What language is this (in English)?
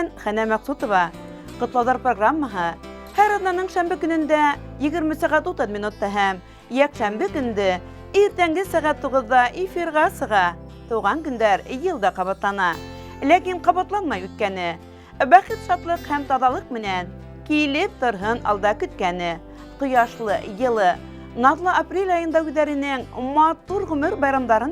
Bashkir